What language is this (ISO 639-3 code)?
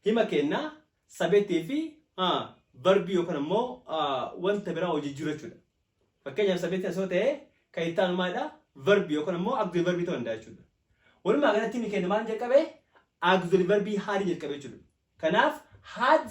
orm